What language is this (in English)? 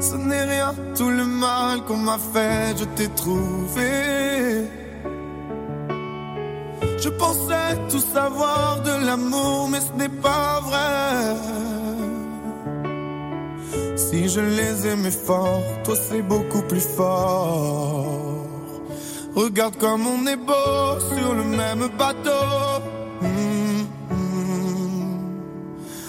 French